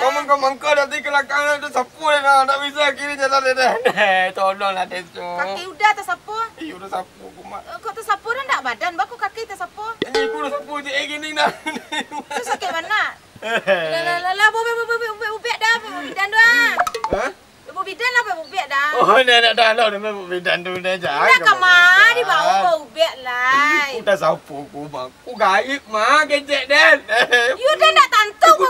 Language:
Minangkabau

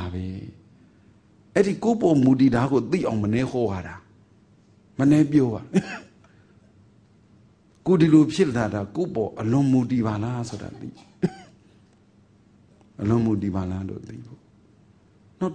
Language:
Burmese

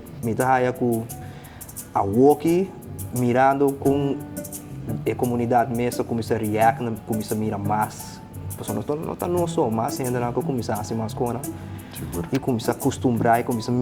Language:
Papiamento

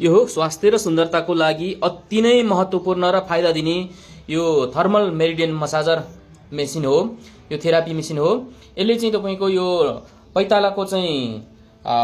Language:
Nepali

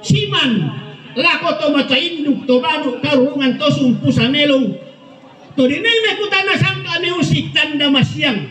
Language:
Toraja-Sa'dan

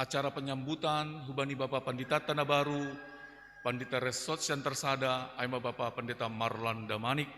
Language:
Batak Simalungun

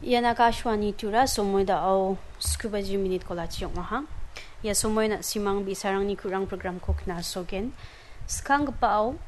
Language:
Garo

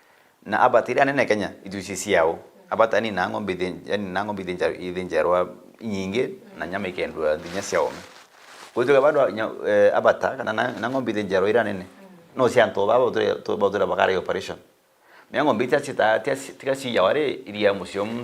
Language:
Meru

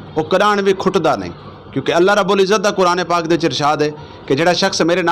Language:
Saraiki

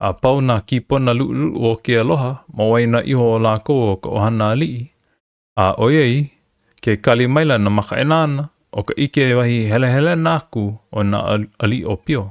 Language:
Hawaiian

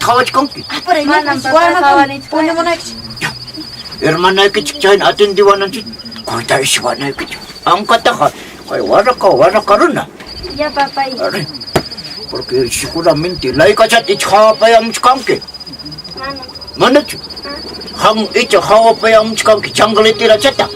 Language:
Quechua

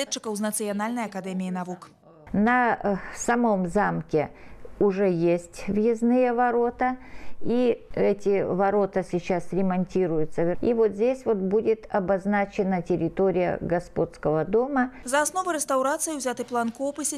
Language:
Belarusian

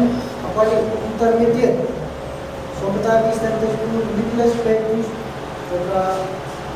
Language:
Pohnpeian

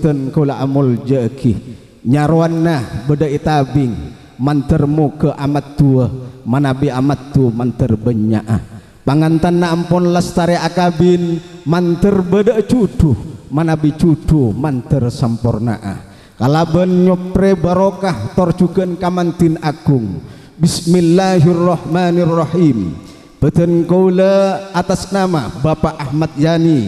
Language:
Madurese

